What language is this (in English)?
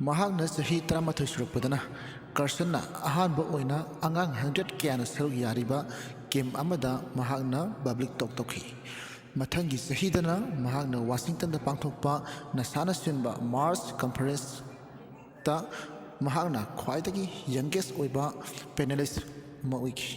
Manipuri